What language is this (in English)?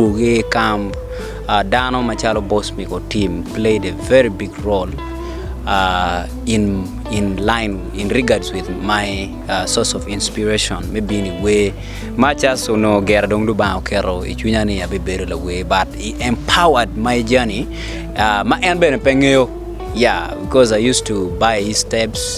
Acoli